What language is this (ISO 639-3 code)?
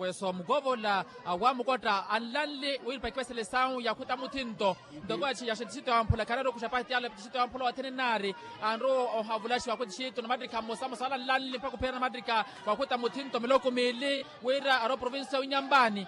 vmw